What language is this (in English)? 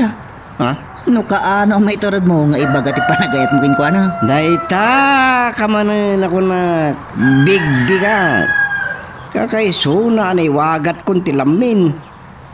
Iloko